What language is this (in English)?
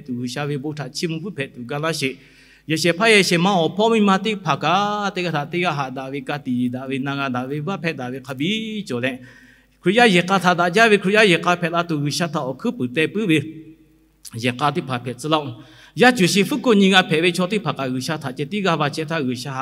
Lahu